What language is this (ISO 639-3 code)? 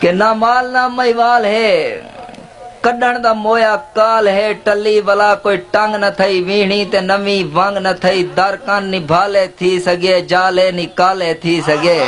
skr